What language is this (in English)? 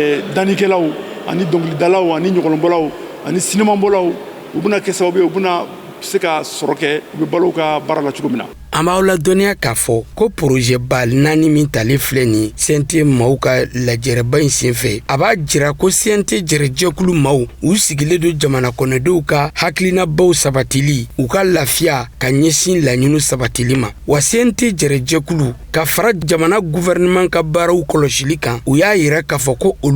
Bambara